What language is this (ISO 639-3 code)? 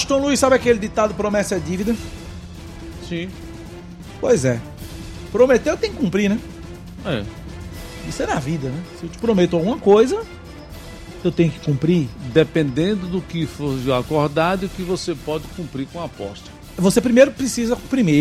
por